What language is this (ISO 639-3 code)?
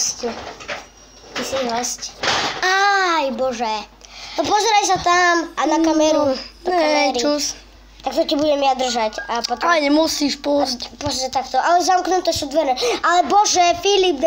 slk